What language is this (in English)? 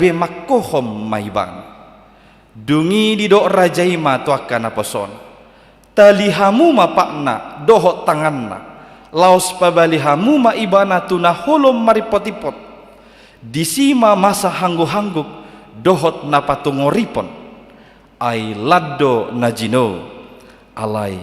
Batak Toba